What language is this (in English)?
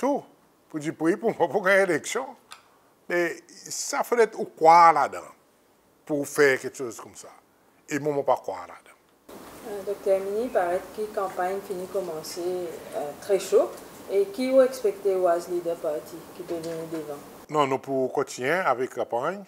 Seselwa Creole French